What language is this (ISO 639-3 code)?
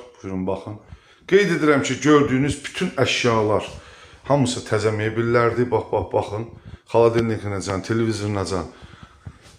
aze